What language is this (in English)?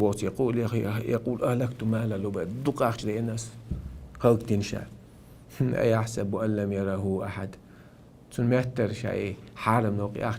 Chechen